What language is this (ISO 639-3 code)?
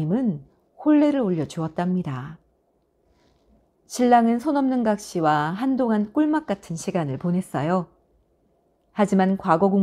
kor